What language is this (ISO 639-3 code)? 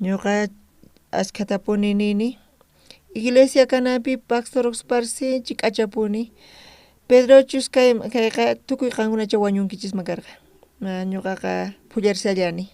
quh